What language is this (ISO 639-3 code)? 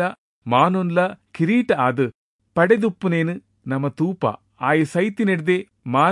tcy